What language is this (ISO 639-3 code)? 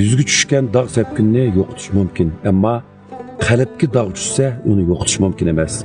uig